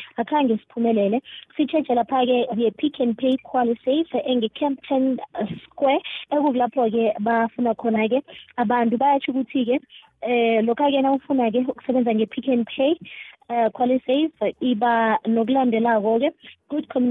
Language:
South Ndebele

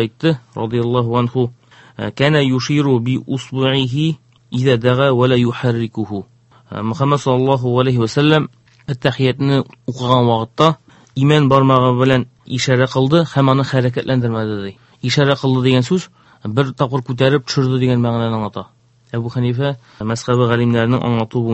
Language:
Tatar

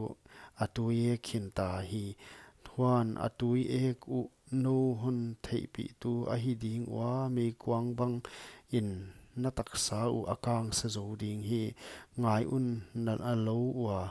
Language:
Paite Chin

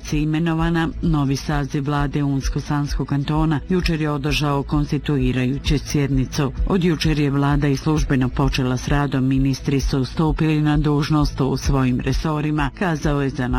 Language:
Bosnian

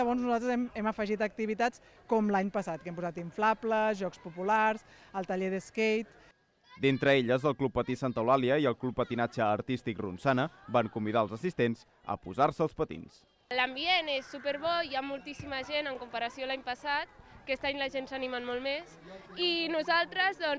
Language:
Catalan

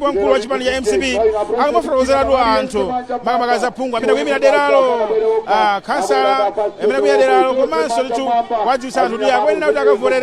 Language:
Nyanja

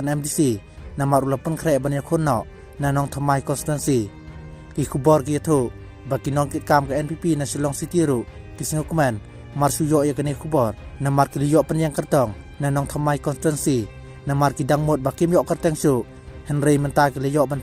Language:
Khasi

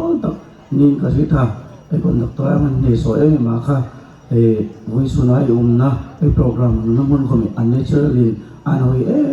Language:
Hmar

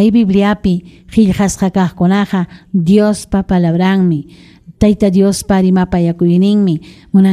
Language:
Ayacucho Quechua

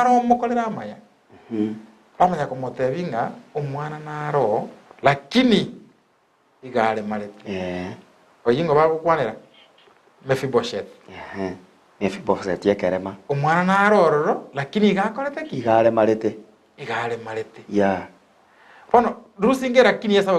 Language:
Gusii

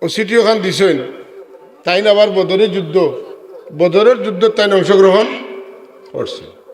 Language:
Sylheti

